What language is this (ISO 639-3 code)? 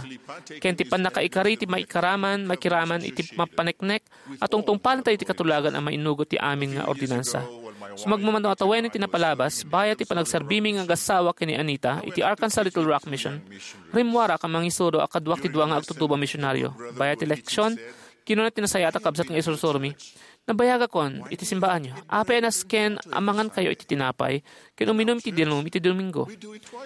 ilo